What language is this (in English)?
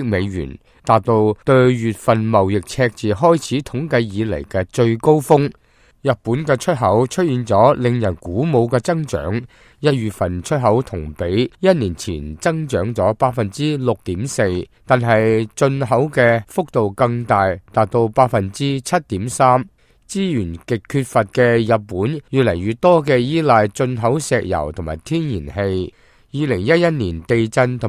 Cantonese